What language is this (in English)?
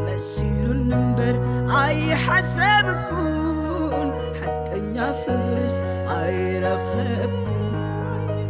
Tigrinya